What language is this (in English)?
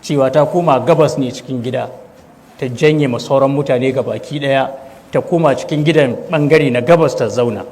Hausa